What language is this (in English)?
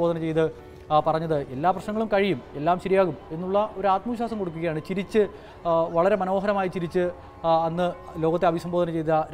Malayalam